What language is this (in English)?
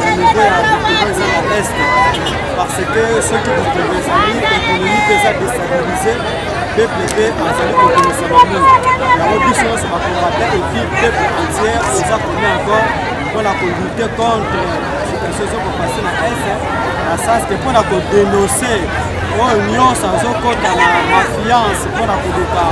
Lingala